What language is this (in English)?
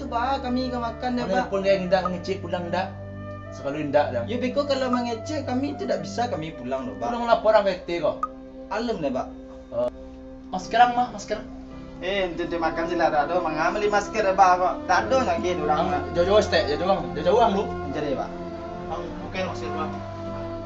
Minangkabau